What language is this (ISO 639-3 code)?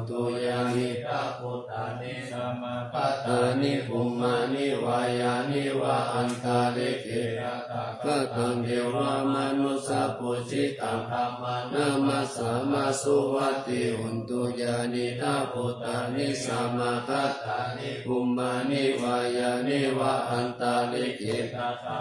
pli